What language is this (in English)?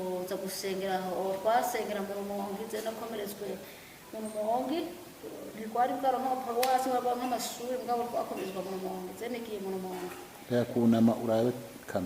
Rundi